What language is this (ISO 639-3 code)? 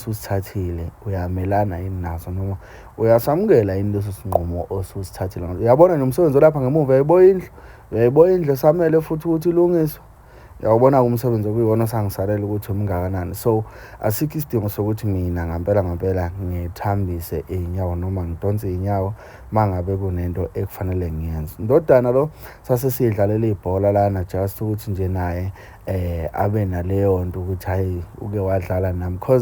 zul